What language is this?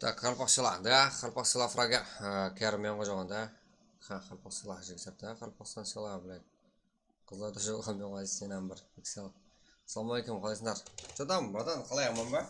Kara-Kalpak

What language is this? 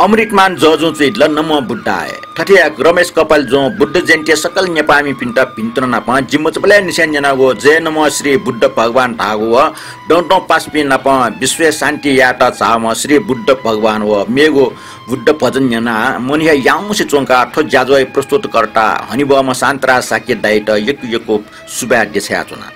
Newari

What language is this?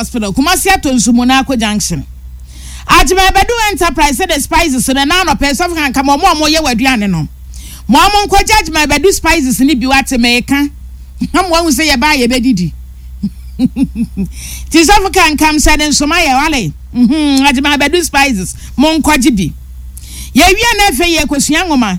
Akan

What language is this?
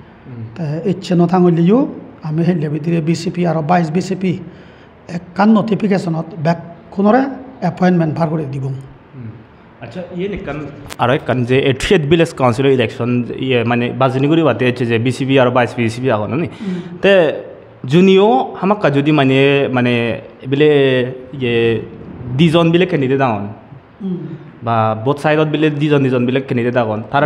Chakma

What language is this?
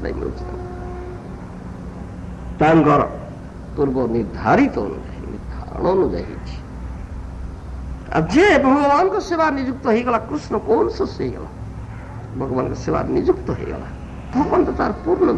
Odia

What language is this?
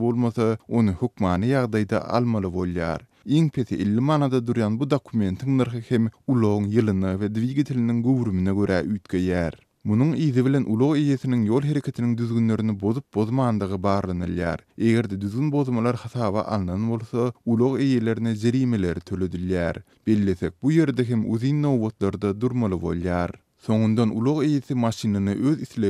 Turkmen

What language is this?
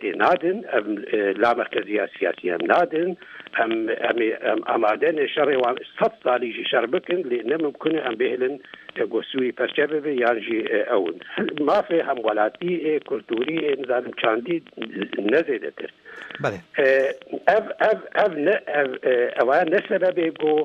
Kurdish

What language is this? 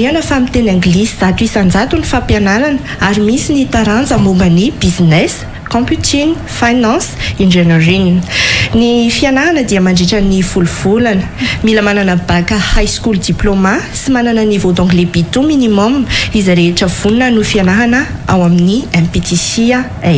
Malagasy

